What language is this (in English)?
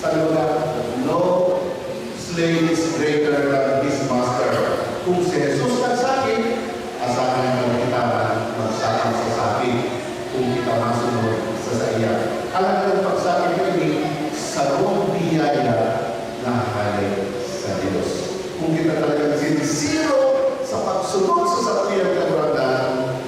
Bikol